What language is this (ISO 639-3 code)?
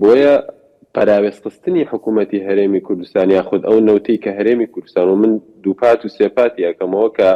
ckb